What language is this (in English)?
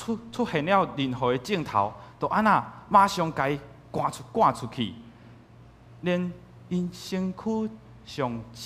Min Nan Chinese